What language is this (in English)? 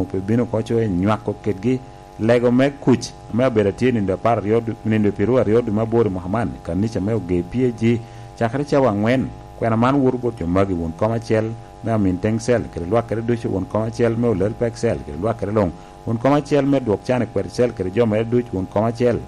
Lango (Uganda)